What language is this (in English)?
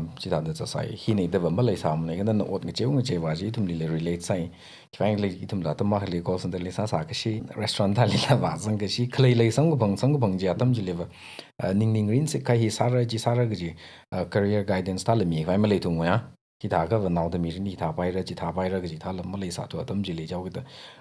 Tangkhul Naga (India)